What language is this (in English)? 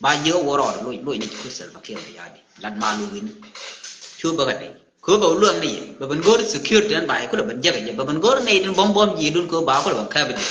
Nuer